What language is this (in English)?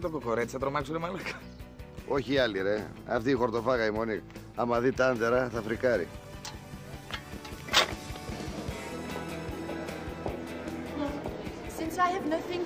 Greek